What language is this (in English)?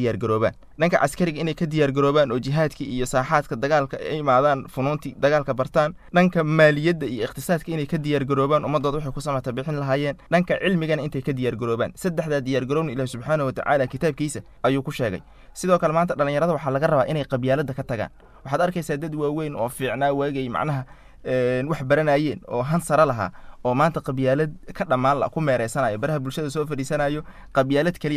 Somali